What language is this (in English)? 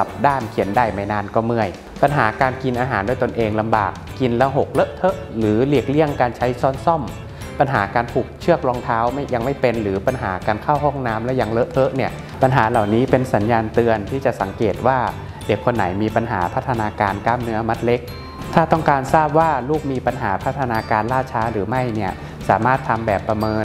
Thai